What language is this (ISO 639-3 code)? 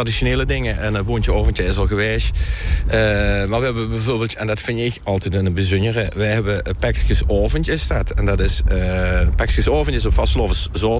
lim